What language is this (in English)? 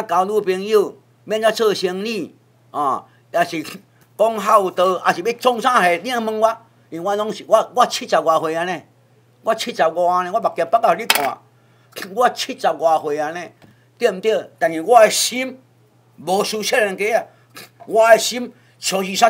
Min Nan Chinese